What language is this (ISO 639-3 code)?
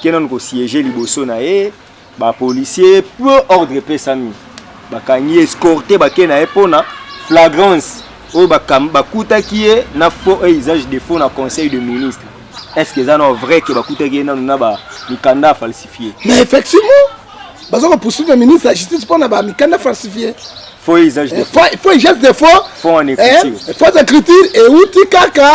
lin